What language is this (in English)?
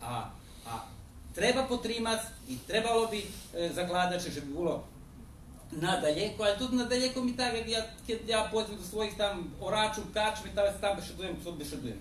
Rusyn